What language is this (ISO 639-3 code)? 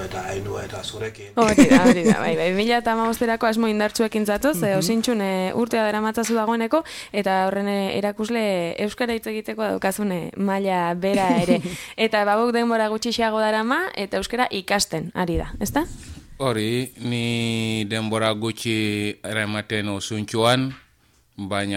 eus